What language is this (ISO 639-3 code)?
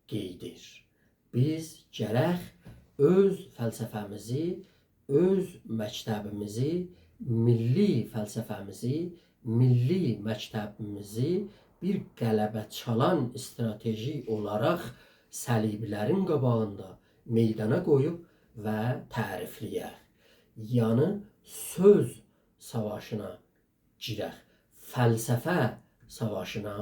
azb